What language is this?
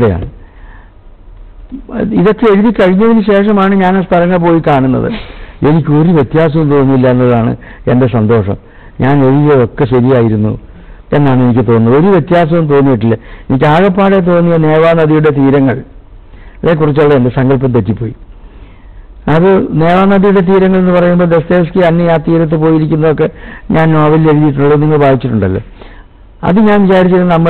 Malayalam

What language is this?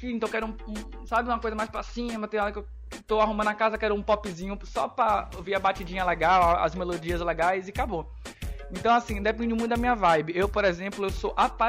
Portuguese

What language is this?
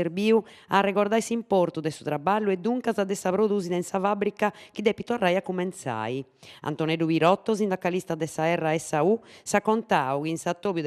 Sardinian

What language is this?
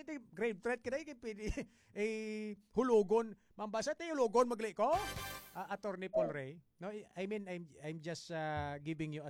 Hiligaynon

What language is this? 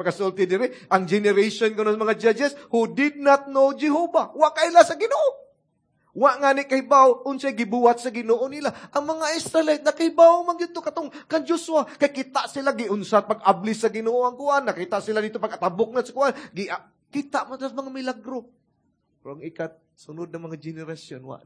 Cebuano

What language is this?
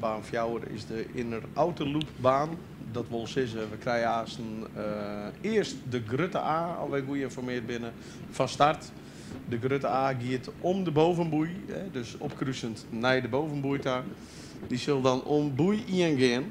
Western Frisian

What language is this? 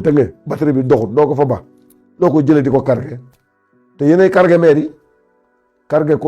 Wolof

